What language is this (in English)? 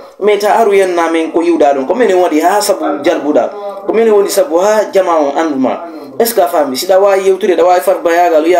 Fula